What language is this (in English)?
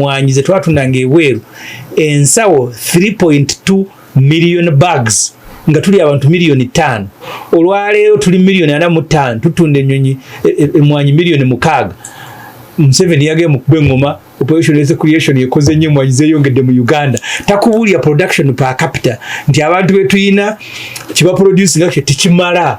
Ganda